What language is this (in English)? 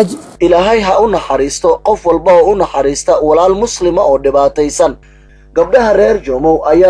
Somali